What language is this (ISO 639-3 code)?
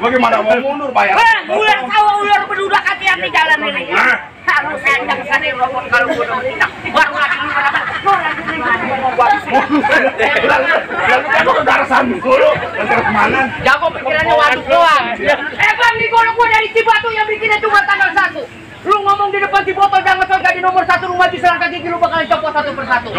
bew